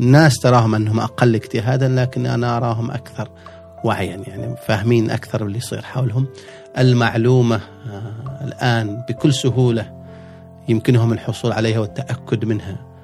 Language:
Gulf Arabic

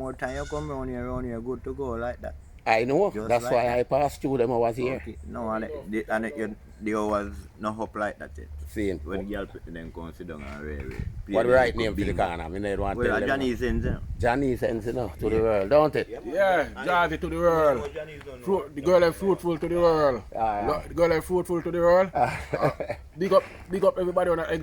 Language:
Jamaican Creole English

